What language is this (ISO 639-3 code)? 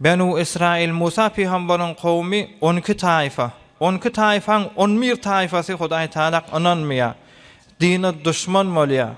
tuk